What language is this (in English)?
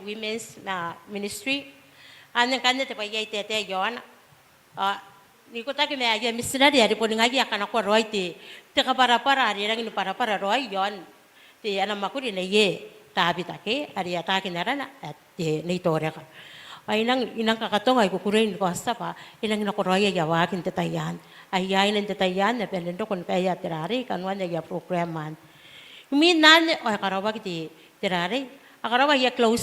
Gilbertese